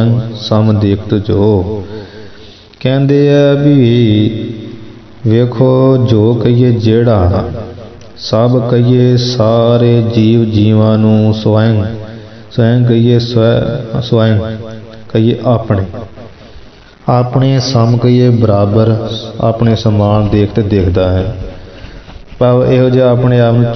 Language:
Punjabi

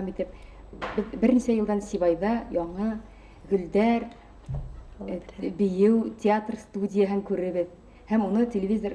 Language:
Bashkir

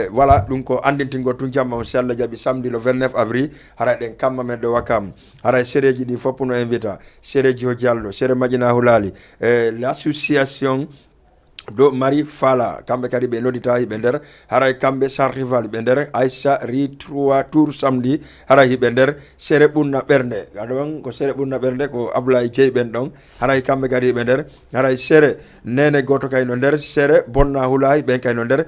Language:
Fula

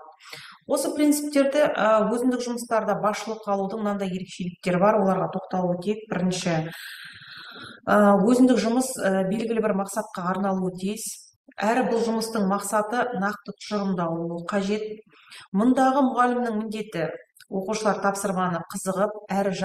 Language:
Kazakh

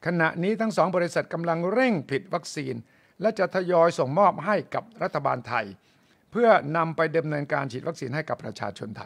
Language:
Thai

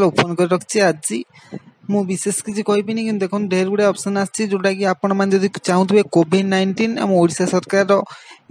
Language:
Odia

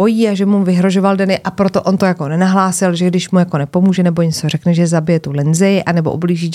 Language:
Czech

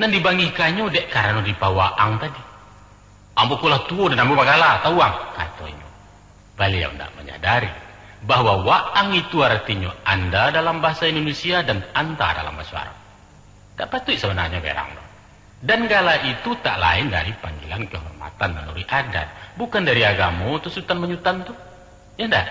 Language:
Minangkabau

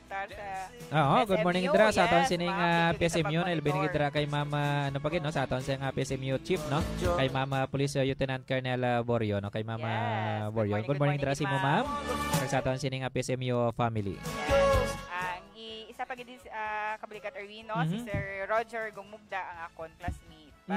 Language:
Hiligaynon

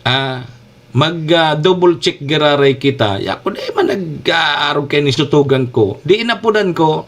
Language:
Bikol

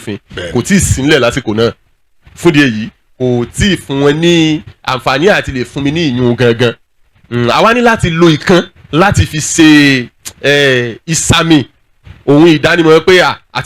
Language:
Yoruba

